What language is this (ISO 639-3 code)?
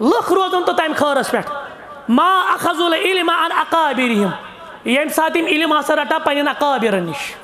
kas